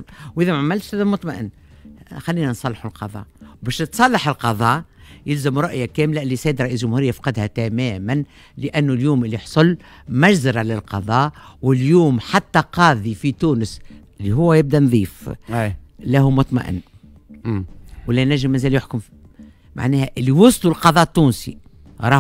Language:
Tunisian Arabic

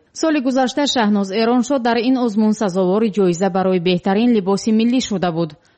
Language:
Tajik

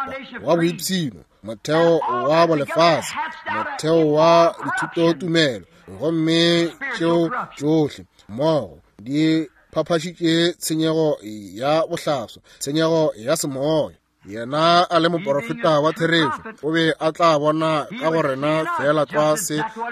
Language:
Northern Sotho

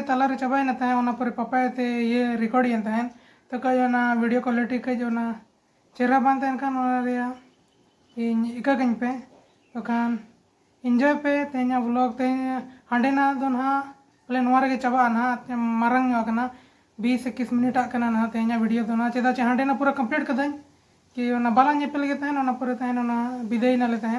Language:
Santali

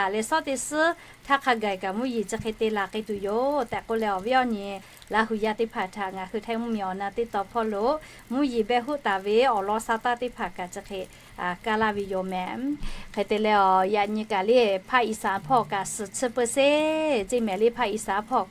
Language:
Lahu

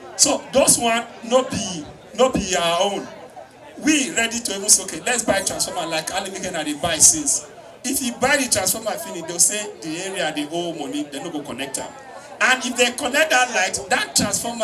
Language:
Nigerian Pidgin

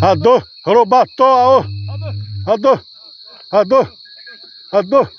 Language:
Xavánte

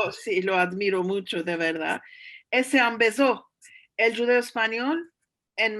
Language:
Ladino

